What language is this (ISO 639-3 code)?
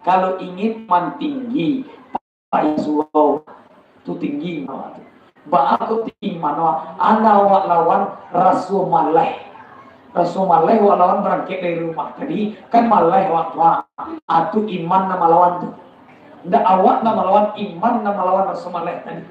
min